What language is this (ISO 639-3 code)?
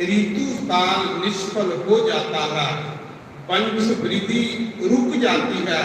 doi